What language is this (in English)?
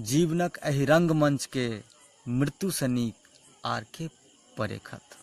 Maithili